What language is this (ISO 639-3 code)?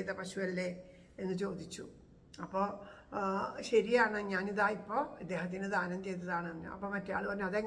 mal